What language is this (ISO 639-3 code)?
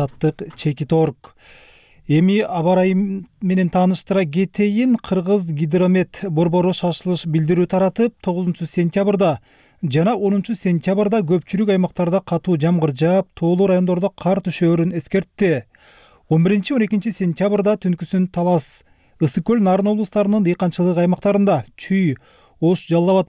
kir